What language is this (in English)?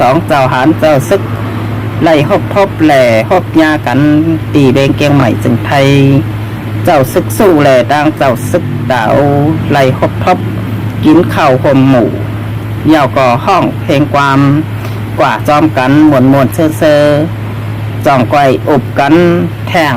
Shan